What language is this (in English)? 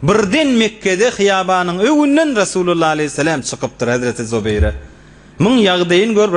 Turkmen